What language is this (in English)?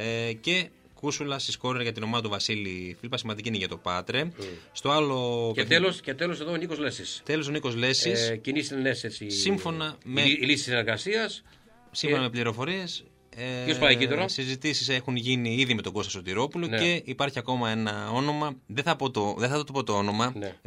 Greek